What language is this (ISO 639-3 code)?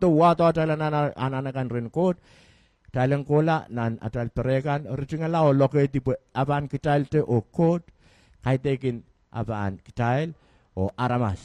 pon